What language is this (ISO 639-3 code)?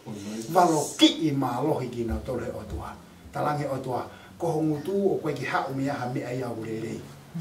ton